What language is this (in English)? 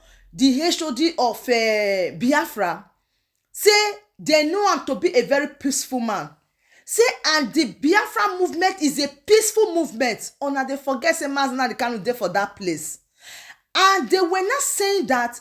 Nigerian Pidgin